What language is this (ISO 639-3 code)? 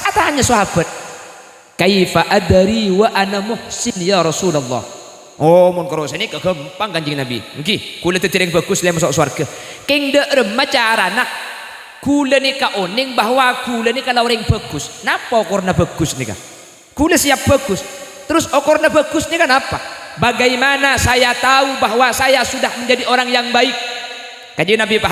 mad